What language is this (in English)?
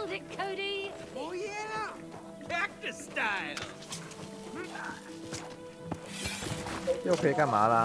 Chinese